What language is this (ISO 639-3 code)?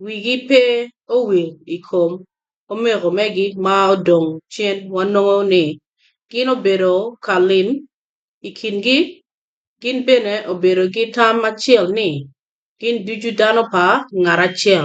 ach